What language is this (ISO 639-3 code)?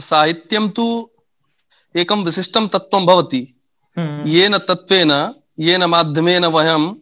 san